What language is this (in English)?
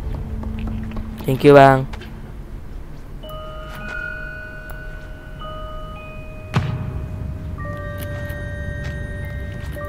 Malay